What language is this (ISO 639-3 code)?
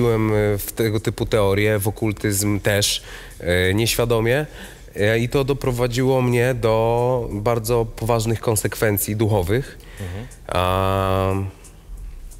pol